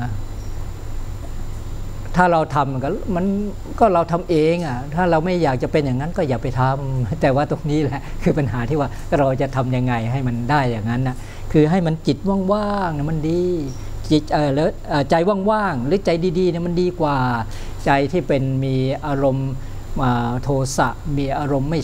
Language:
Thai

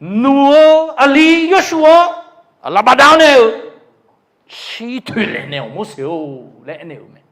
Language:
Akha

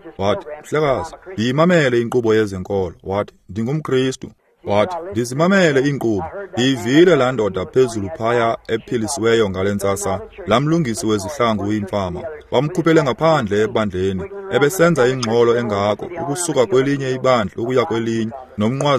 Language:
Xhosa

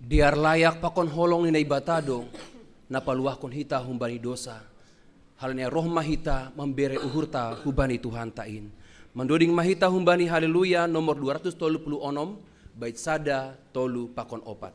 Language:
Batak Simalungun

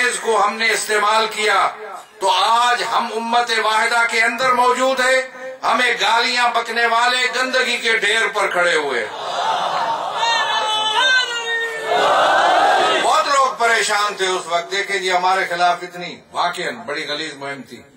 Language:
Urdu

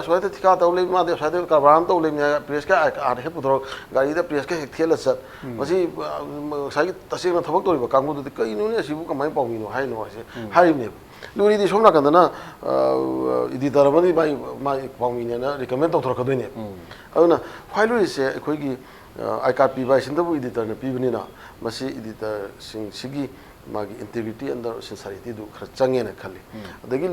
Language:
Manipuri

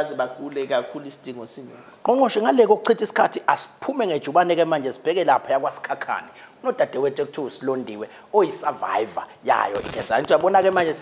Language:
Zulu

